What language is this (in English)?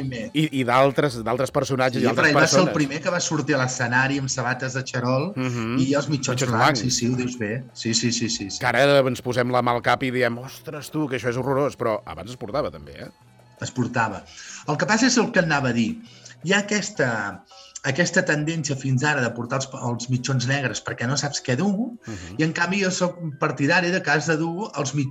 Catalan